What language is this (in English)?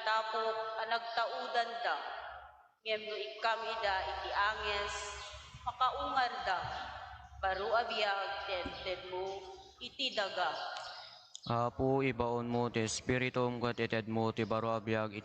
Iloko